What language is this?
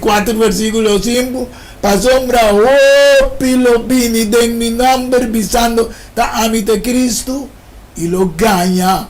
Papiamento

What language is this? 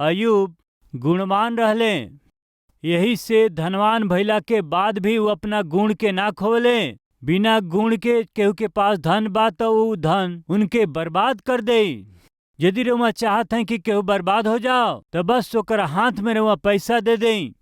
Bhojpuri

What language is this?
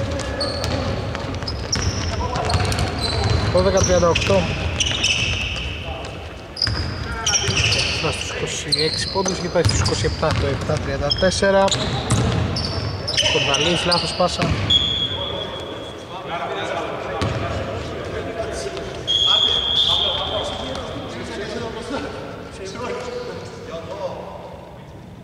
Greek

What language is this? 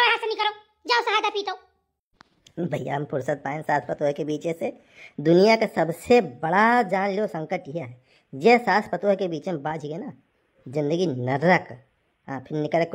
Awadhi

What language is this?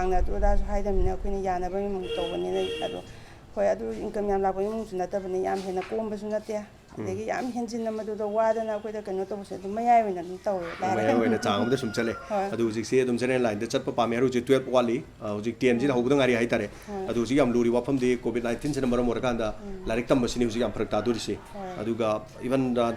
Manipuri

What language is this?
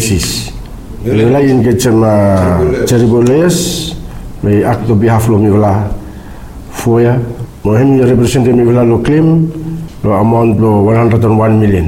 Bislama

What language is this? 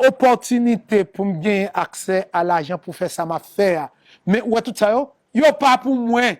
Haitian Creole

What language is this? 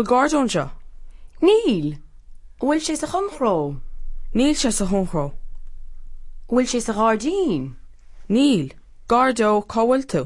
Irish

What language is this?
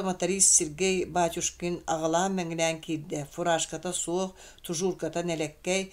Yakut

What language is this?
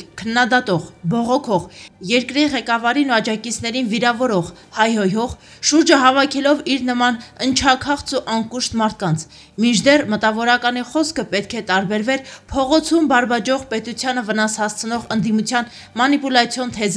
Armenian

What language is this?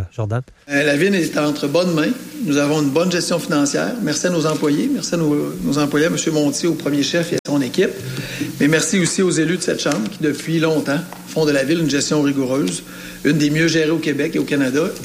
French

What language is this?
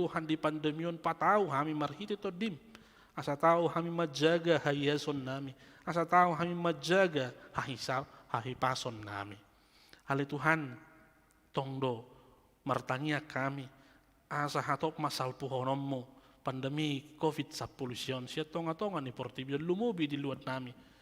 Batak Toba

